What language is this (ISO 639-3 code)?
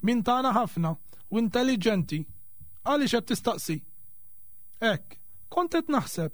mlt